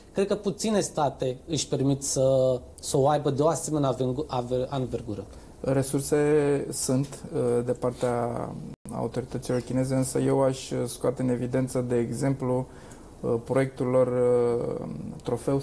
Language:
Romanian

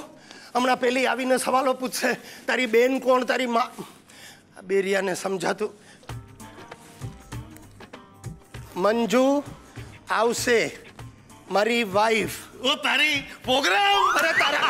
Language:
Gujarati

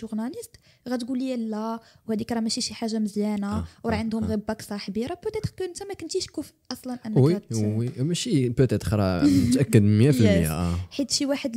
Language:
Moroccan Arabic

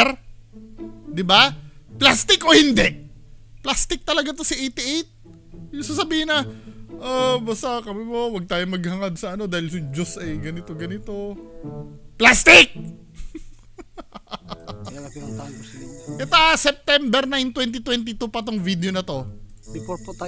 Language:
Filipino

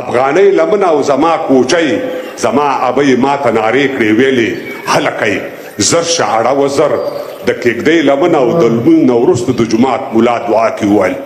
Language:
Pashto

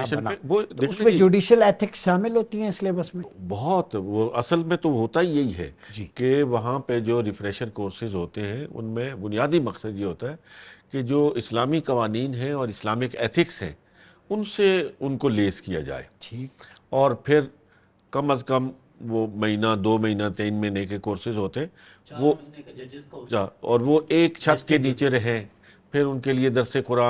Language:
Urdu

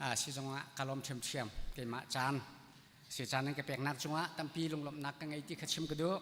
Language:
Hakha Chin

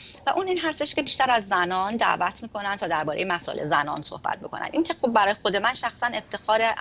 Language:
Persian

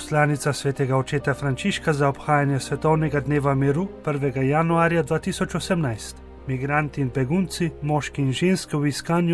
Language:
Slovenian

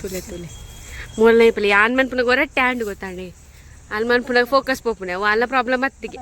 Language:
Tulu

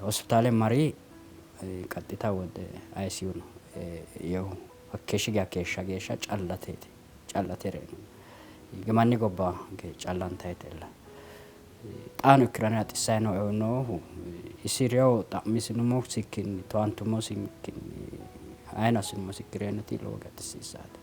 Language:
Sidamo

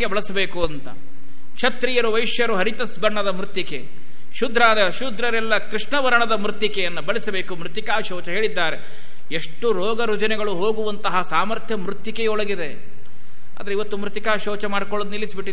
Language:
Kannada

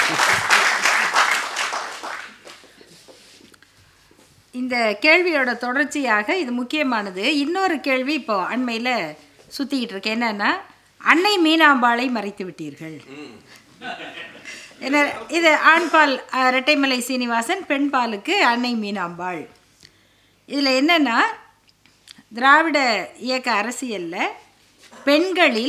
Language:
Tamil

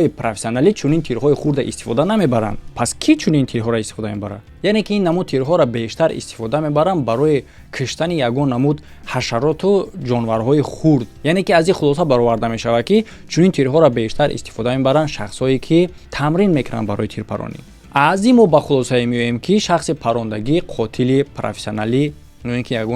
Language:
Tajik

